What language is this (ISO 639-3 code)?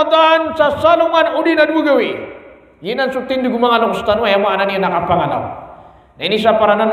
mrw